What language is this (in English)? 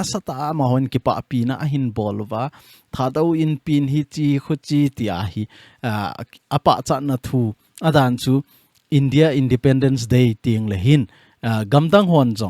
Thado Chin